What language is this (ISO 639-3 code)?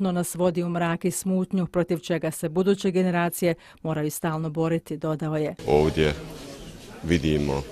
bos